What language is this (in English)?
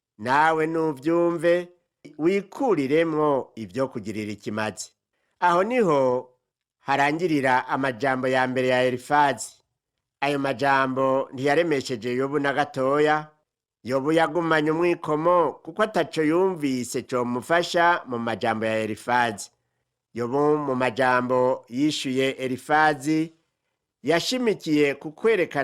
Rundi